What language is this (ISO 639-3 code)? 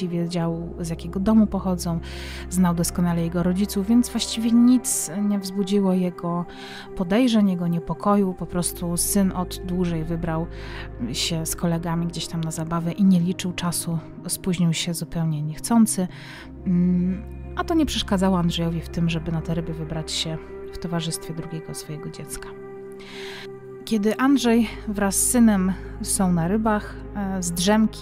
pol